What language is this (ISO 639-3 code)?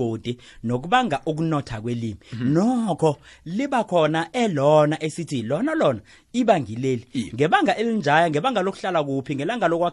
nbl